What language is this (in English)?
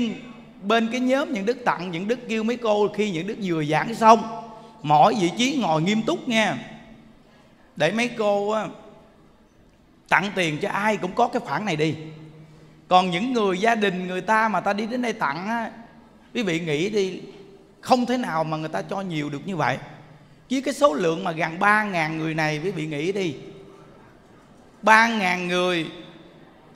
Vietnamese